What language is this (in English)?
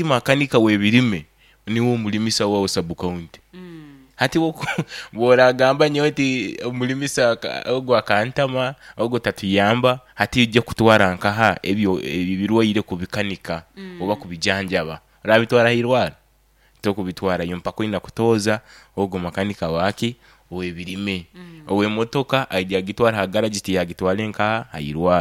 Nyoro